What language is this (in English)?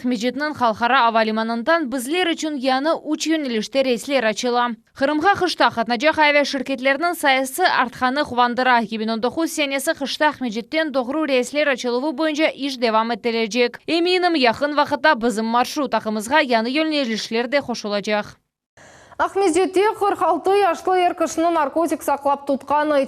Crimean Tatar